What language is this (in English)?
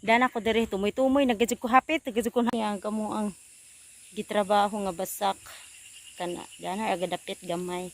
Cebuano